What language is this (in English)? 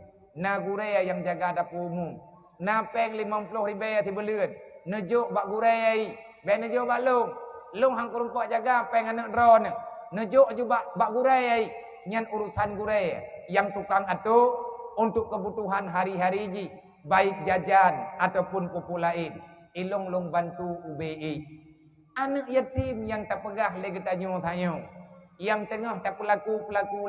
Achinese